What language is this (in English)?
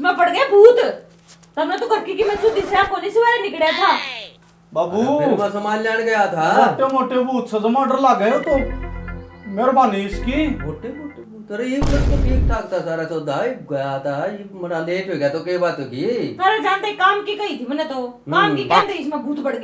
Haryanvi